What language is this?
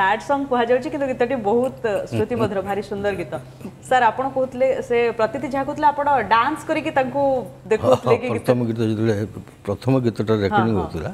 Odia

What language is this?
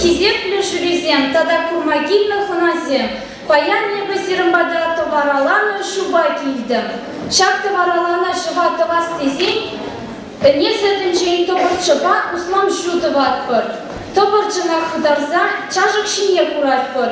Chuvash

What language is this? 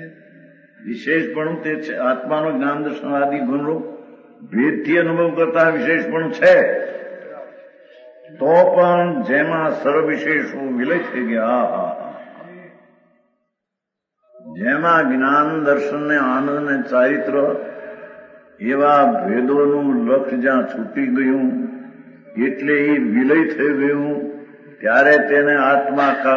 Gujarati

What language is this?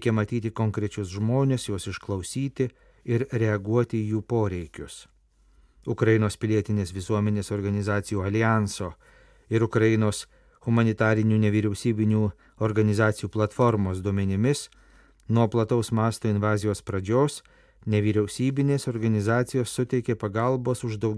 Lithuanian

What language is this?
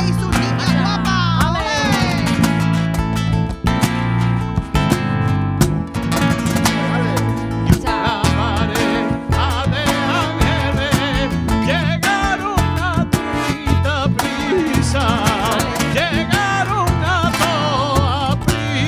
Spanish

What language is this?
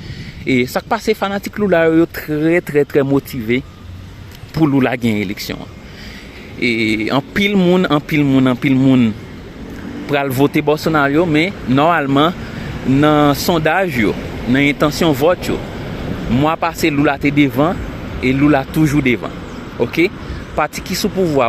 Haitian Creole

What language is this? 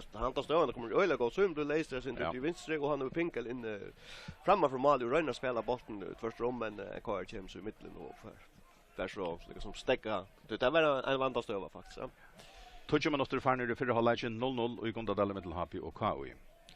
Faroese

